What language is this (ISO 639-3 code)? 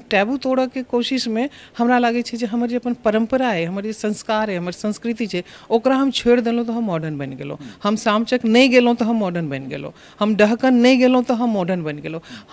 mai